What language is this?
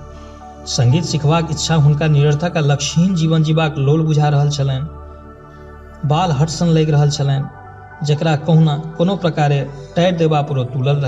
Maithili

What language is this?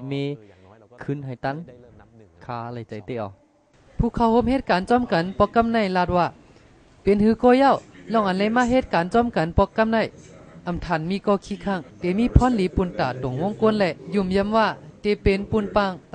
Shan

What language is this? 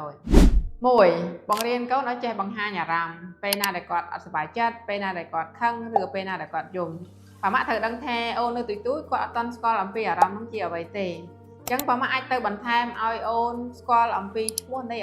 Khmer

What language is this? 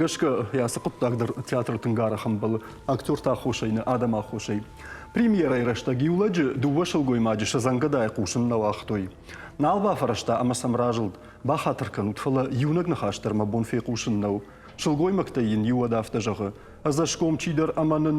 Ossetic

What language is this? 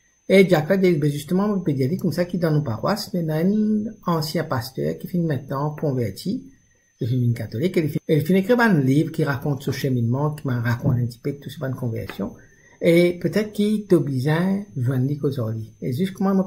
Morisyen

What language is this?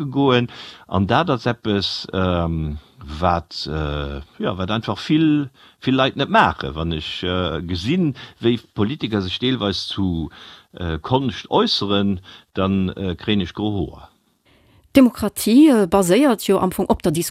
Luxembourgish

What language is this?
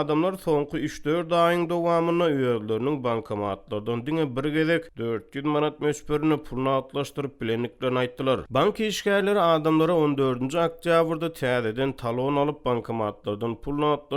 Turkmen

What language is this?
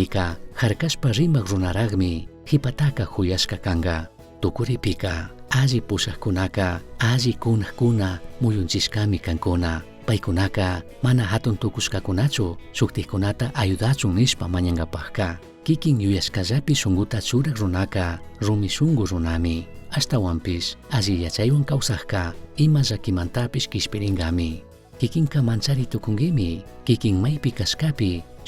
Chimborazo Highland Quichua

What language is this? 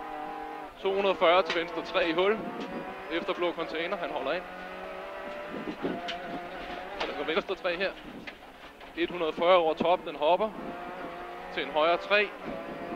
Danish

